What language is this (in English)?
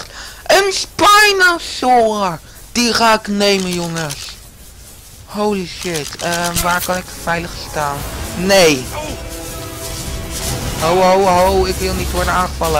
Dutch